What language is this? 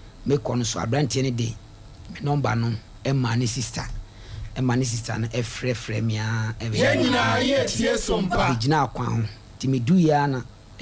Akan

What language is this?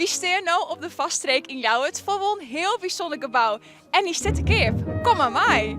Western Frisian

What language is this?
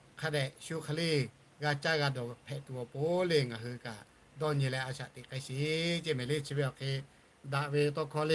Lahu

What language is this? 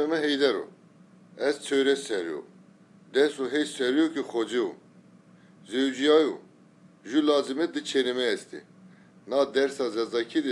Zaza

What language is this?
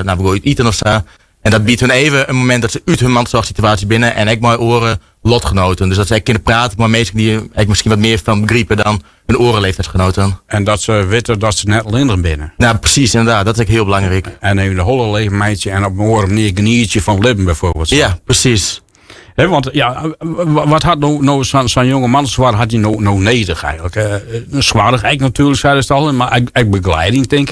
Western Frisian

